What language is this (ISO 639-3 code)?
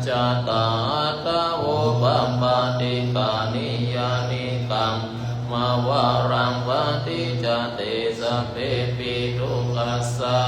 pli